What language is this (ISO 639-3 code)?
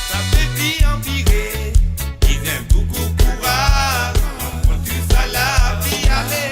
mfe